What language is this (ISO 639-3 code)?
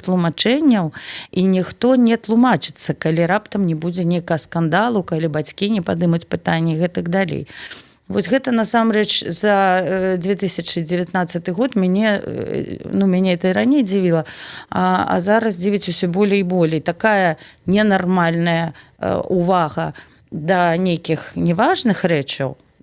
bel